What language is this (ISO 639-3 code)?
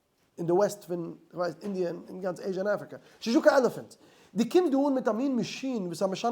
yid